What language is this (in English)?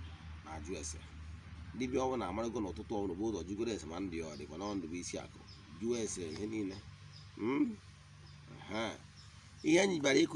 Igbo